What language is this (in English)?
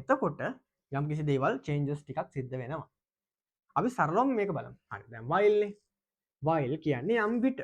Sinhala